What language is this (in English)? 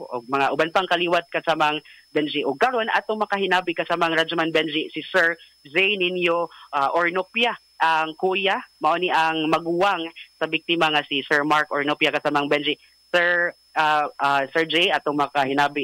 Cebuano